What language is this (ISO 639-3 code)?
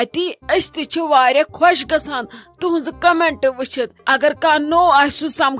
kas